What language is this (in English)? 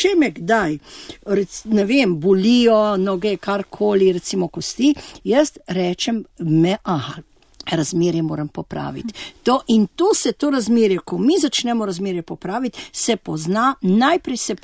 Slovenian